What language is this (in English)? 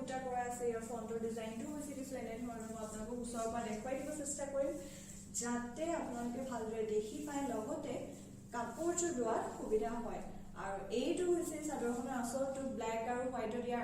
Assamese